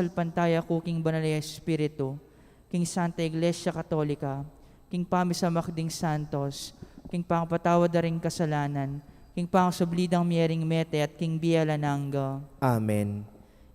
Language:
Pampanga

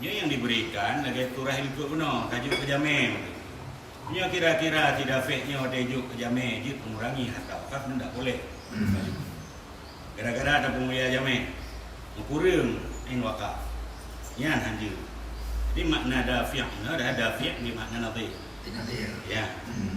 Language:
Achinese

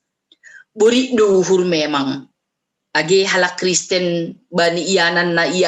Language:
Batak Simalungun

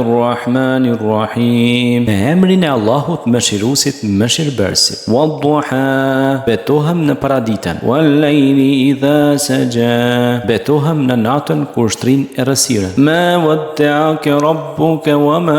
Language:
Albanian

